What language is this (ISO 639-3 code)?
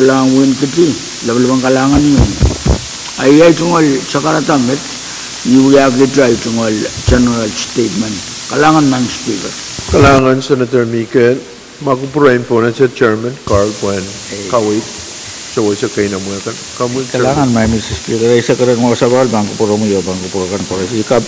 pon